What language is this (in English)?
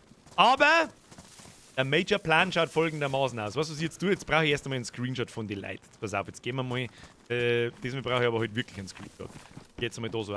Bavarian